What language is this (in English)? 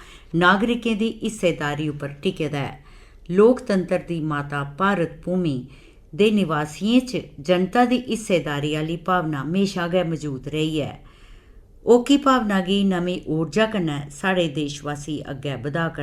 Dogri